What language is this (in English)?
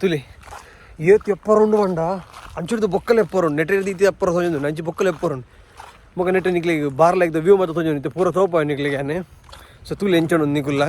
Tulu